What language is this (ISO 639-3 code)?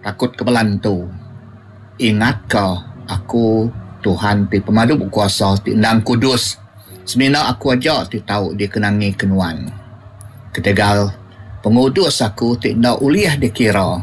iba